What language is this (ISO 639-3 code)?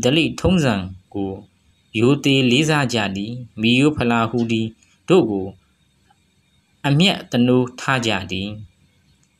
mya